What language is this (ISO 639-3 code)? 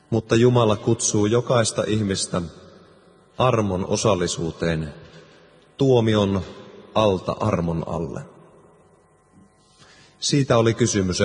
fin